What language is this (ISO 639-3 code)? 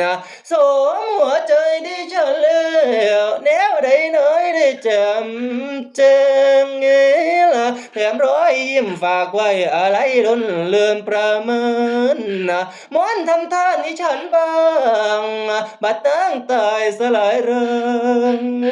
tts